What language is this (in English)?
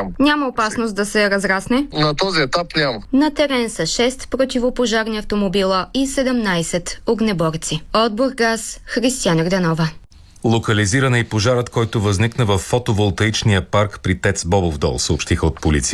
Bulgarian